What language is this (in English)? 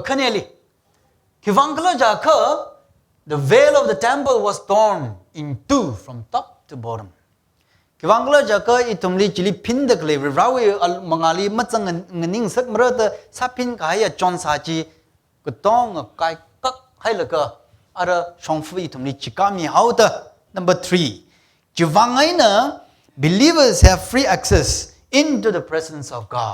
Tangkhul Naga (India)